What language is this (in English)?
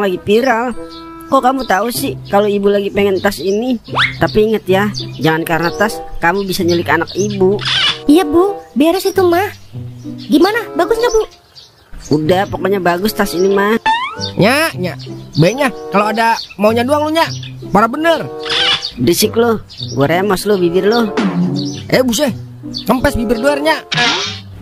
Betawi